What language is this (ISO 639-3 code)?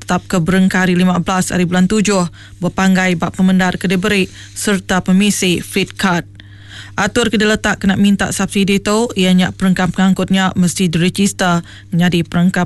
iba